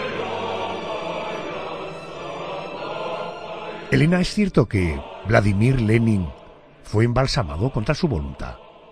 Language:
Spanish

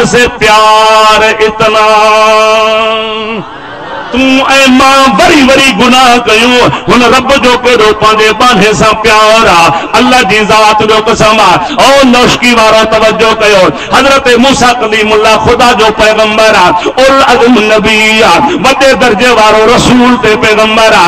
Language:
Sindhi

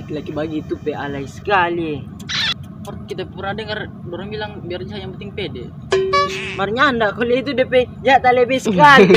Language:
Manado Malay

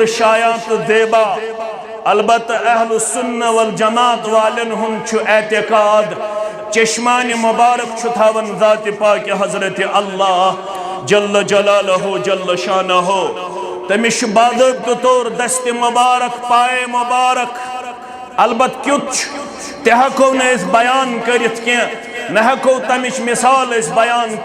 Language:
Kashmiri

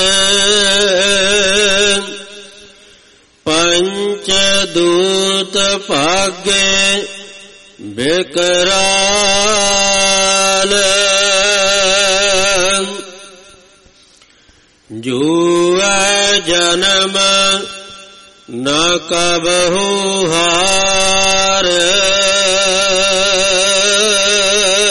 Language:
Punjabi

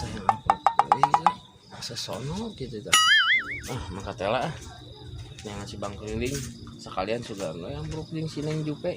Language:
Sundanese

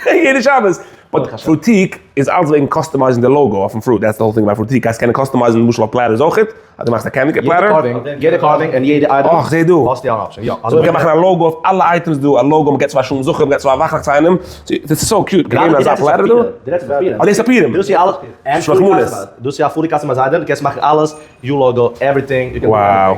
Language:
Yiddish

